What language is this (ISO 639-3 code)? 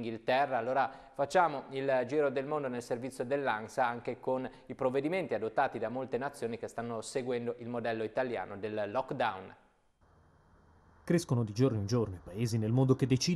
ita